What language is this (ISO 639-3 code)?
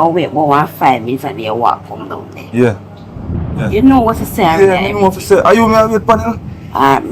jam